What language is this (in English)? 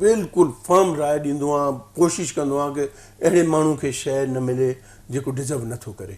Sindhi